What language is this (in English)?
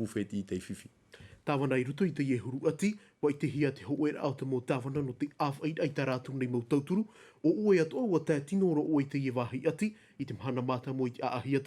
Tahitian